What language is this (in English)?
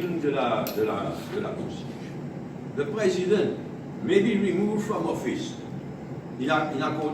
Morisyen